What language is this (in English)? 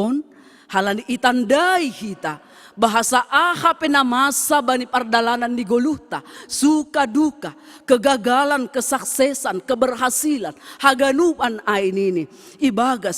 Batak Simalungun